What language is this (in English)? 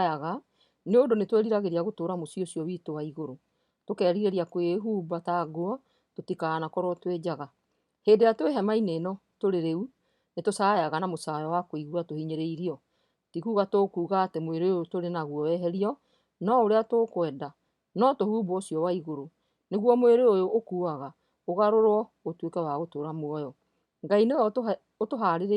Kikuyu